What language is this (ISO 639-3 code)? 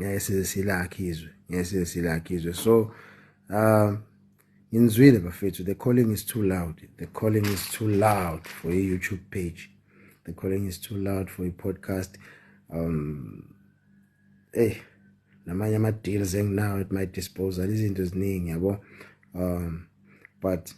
zul